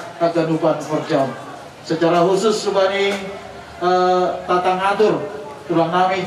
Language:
Batak Simalungun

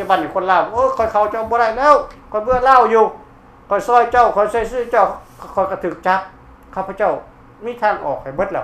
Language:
Lao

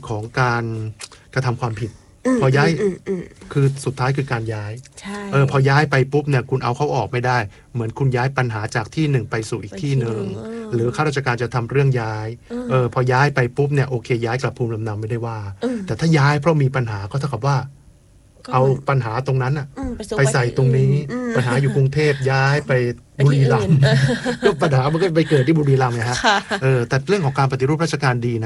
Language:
Thai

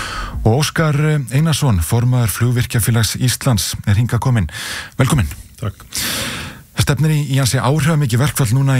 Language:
Icelandic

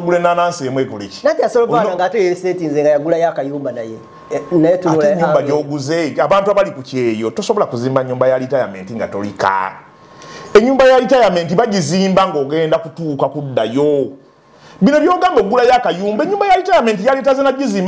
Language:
Ganda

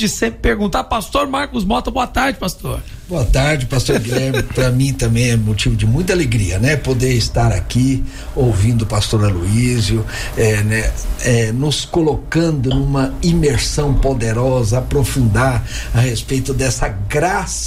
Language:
Portuguese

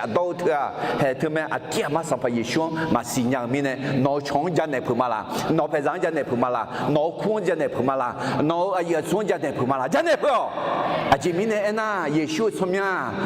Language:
Akha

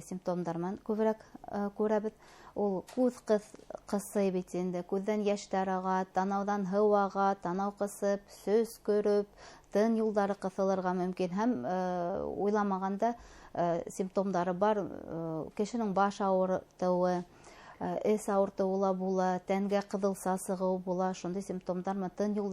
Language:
Bashkir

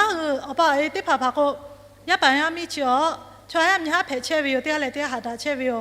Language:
Lahu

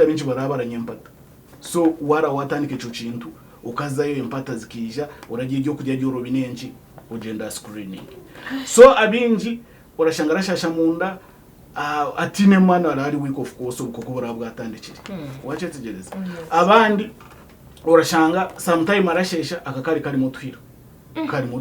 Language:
Nyankole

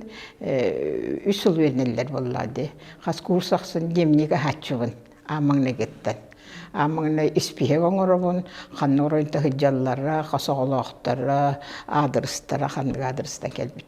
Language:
Yakut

